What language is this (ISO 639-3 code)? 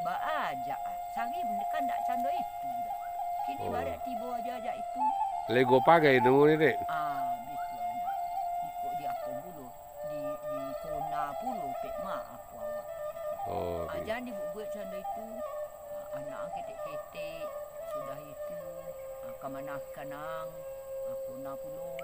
min